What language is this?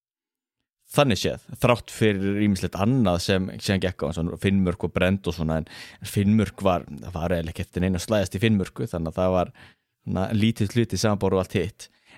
Icelandic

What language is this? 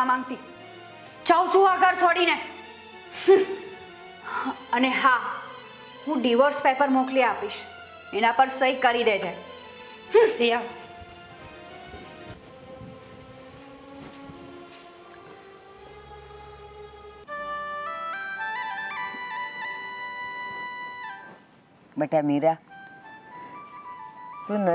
Gujarati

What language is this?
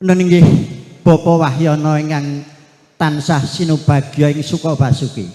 Javanese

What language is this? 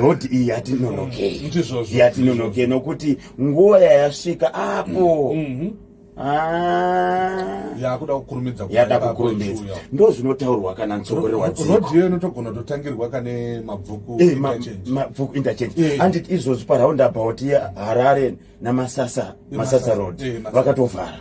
Shona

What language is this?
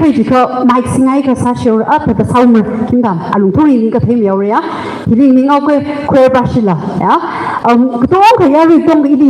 Tangkhul Naga (India)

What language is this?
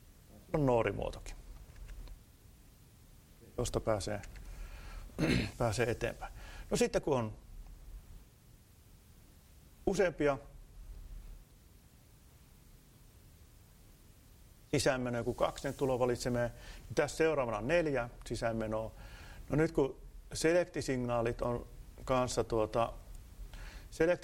Finnish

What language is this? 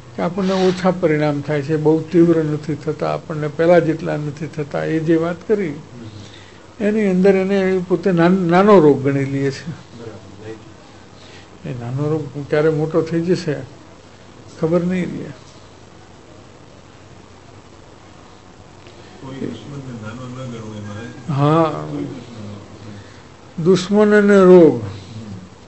Gujarati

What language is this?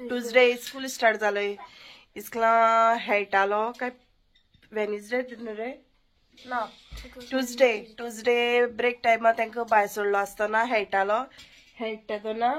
Konkani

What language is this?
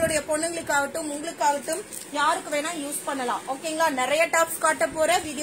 Tamil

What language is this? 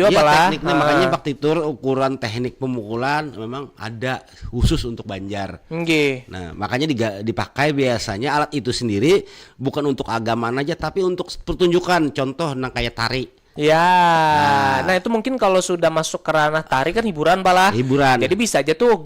Banjar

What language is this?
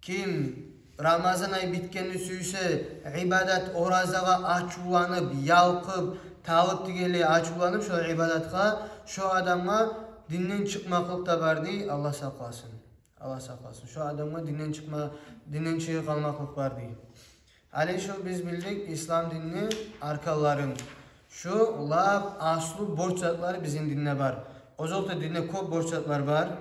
Kumyk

